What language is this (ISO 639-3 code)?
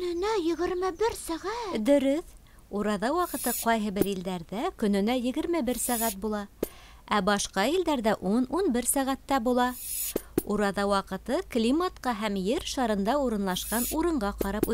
bak